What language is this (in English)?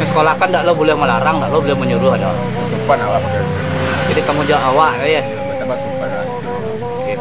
Minangkabau